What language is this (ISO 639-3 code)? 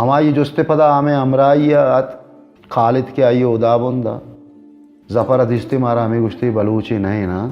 bal